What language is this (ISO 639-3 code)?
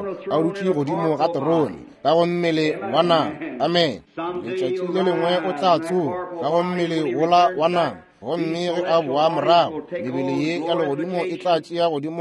nso